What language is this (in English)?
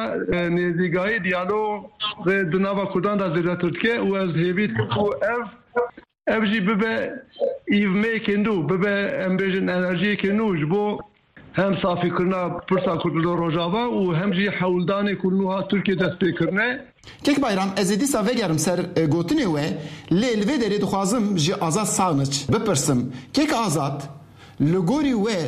Kurdish